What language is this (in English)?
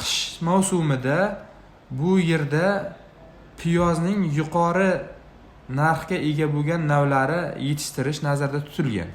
Uzbek